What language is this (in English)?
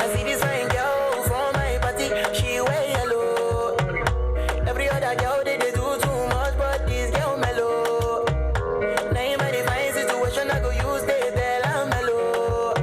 Tangkhul Naga (India)